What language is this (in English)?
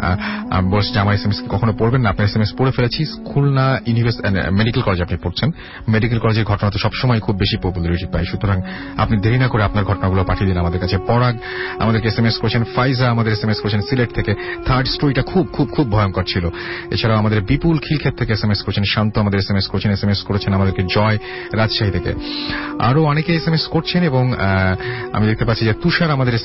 Bangla